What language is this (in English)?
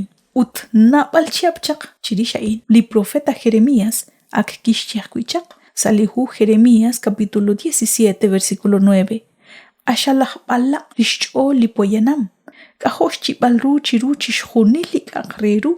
Kekchí